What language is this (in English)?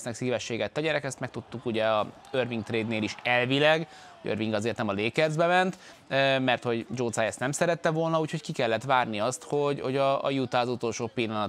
Hungarian